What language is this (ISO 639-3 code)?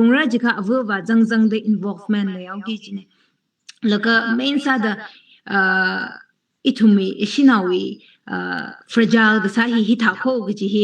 nmf